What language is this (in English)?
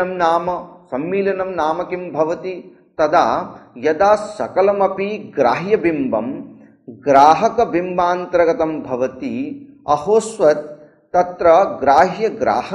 Sanskrit